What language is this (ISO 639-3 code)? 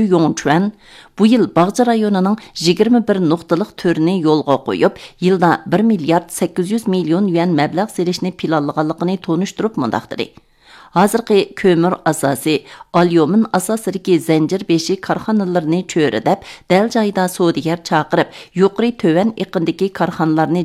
uig